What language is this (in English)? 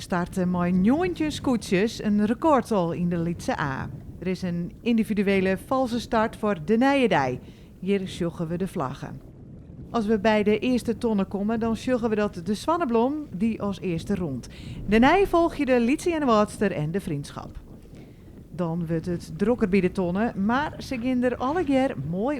Western Frisian